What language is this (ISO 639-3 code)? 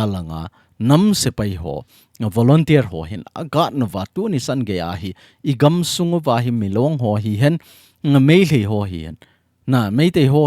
tcz